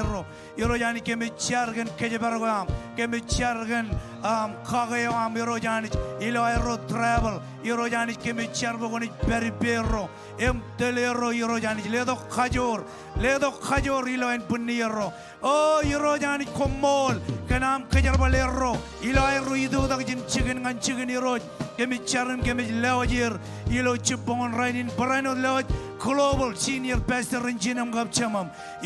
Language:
Marshallese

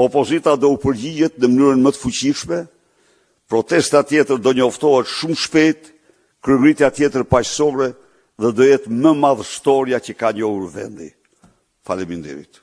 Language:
Albanian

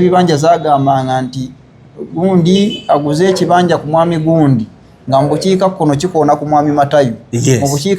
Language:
Ganda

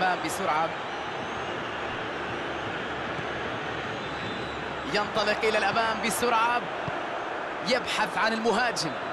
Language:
Arabic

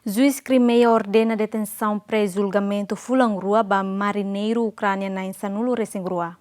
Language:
Tetum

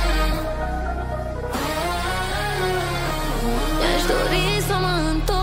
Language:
Romanian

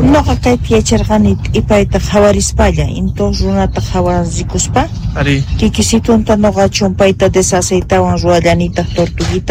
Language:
Quechua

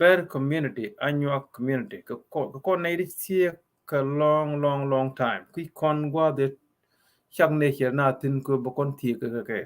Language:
Nuer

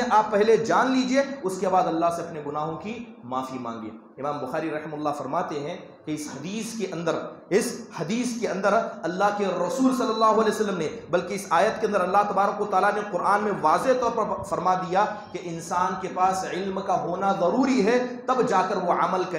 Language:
Urdu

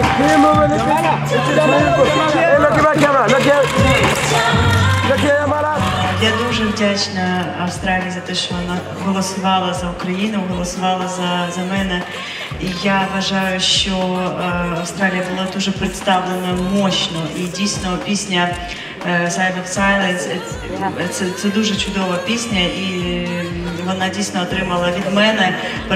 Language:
Ukrainian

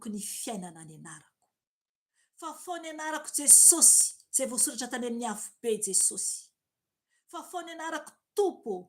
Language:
Malagasy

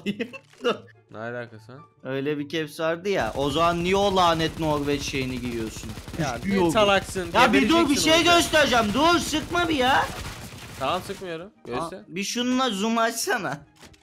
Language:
Turkish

